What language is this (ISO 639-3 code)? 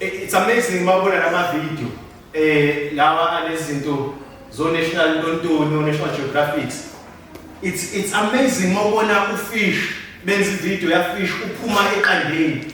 zul